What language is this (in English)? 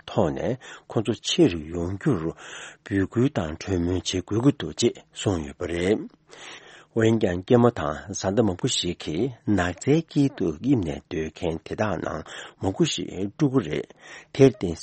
Tibetan